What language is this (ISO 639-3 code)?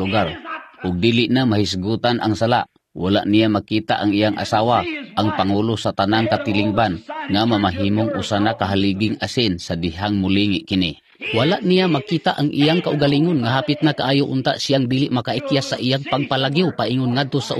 ceb